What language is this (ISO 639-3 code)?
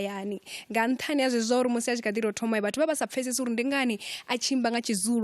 ven